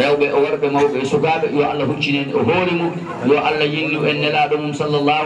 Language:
Fula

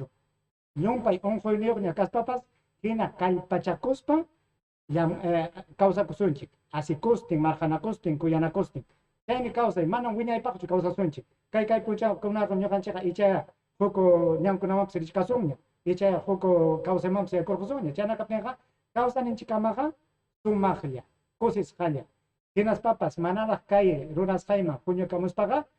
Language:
Ayacucho Quechua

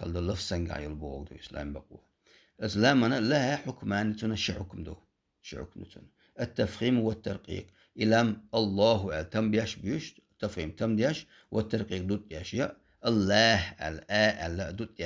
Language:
Chechen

